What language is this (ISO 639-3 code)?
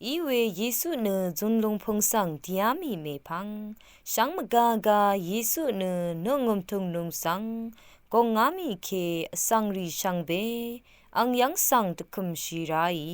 raw